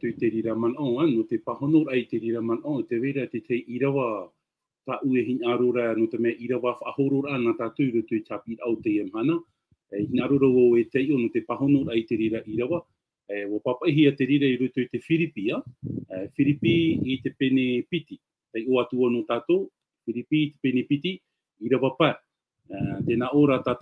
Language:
Tahitian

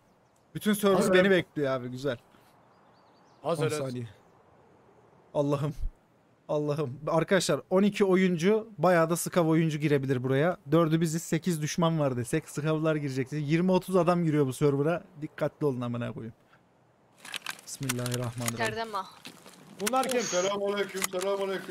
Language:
Turkish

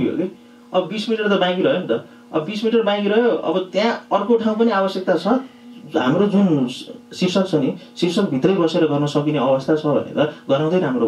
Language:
Nepali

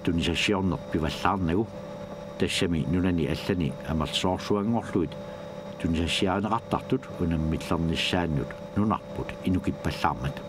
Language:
Kalaallisut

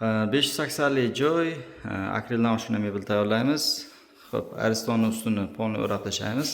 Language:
Uzbek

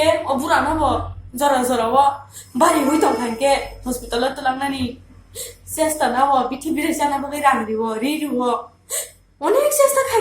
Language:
Kok Borok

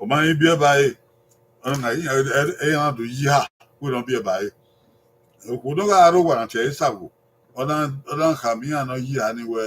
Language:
Bini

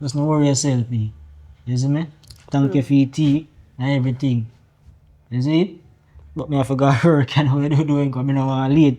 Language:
Jamaican Creole English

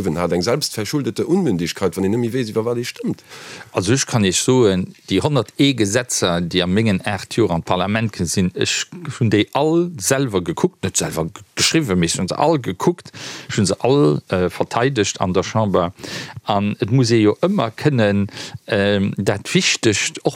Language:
Luxembourgish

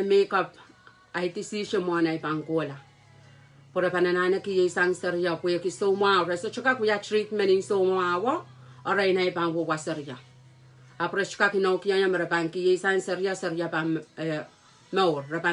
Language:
Pohnpeian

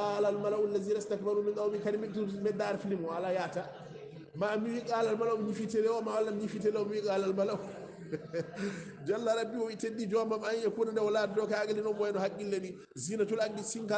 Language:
Fula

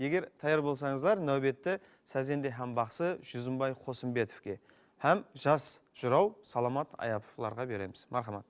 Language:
Kara-Kalpak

